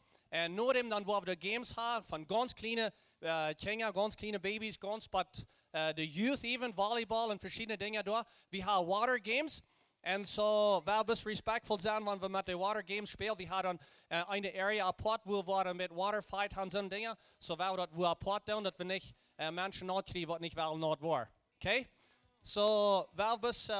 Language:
Plautdietsch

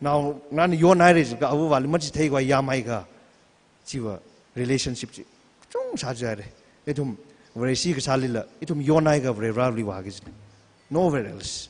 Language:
Tangkhul Naga (India)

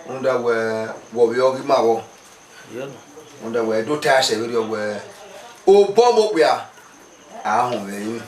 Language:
Bini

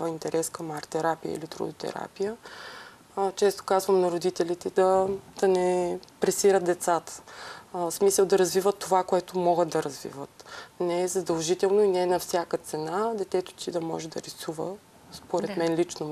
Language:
Bulgarian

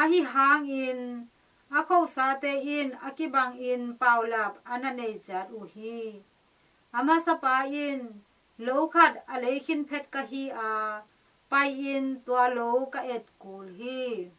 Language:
Tedim Chin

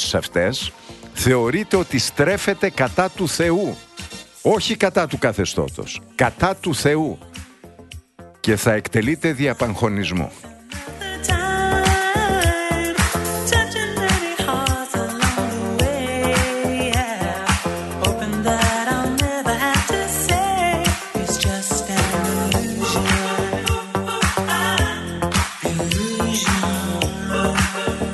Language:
Greek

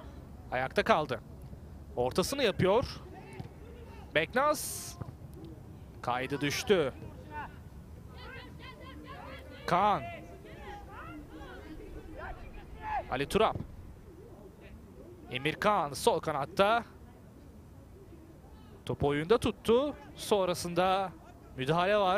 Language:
Turkish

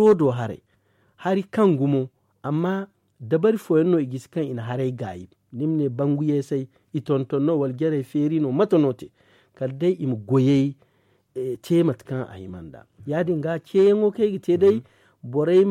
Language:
Zarma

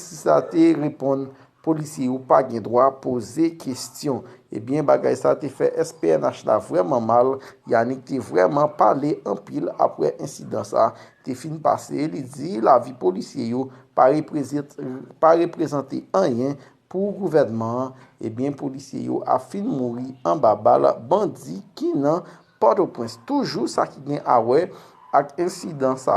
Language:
Haitian Creole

